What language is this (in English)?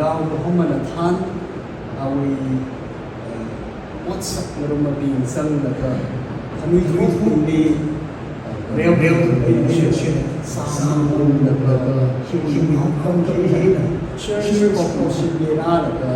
Tangkhul Naga (India)